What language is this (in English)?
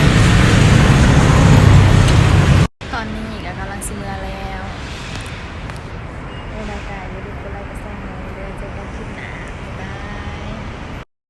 Lao